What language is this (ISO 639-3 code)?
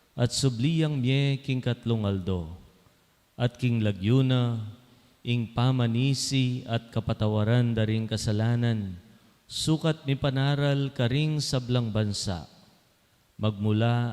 pam